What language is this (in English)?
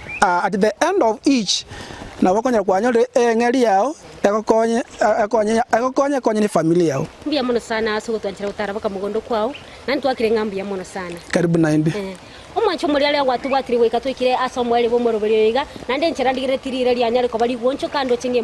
Gusii